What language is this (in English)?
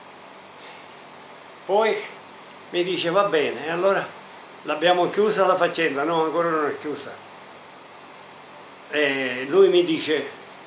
Italian